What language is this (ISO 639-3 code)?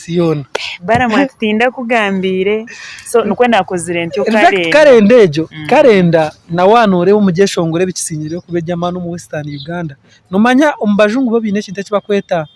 nyn